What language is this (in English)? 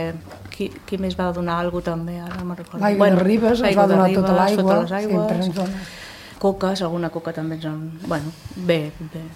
Catalan